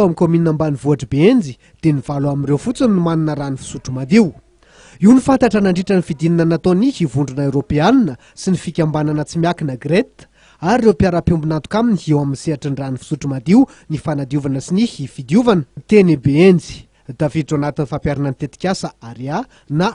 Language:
Malagasy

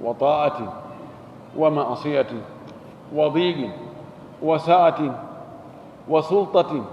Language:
Fula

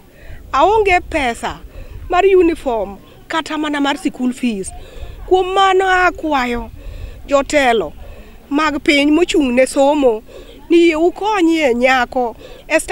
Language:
Luo (Kenya and Tanzania)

